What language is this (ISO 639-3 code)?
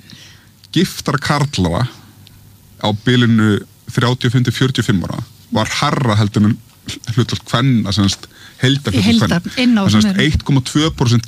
isl